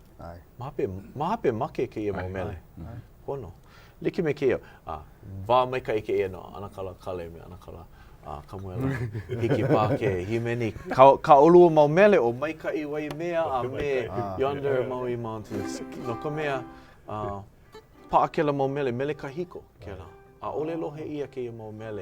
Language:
Hawaiian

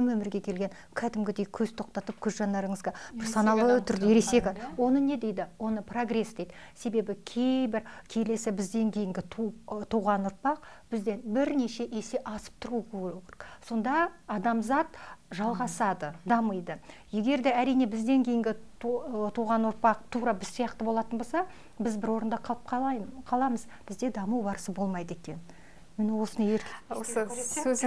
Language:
Kazakh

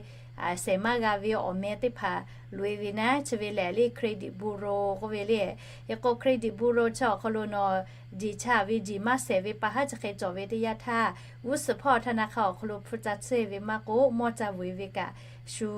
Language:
Lahu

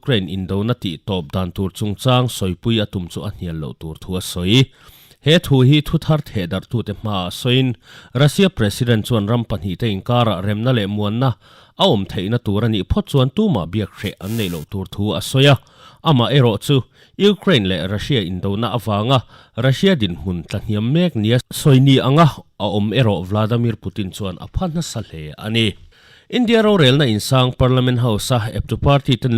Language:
Mizo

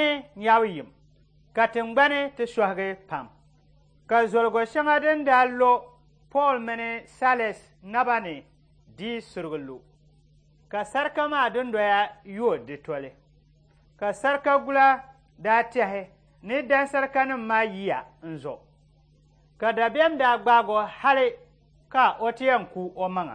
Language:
Dagbani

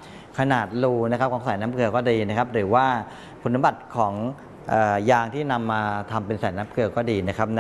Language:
Thai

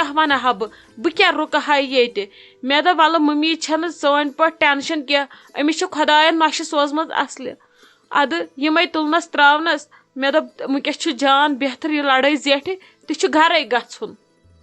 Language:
Kashmiri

